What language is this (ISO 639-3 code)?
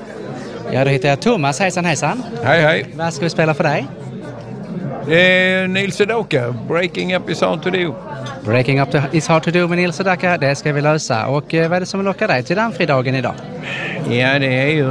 swe